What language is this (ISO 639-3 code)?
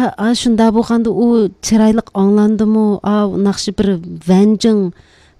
uig